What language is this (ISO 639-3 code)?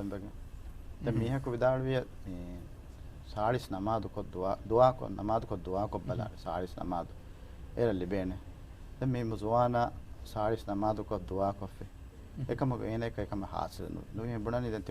div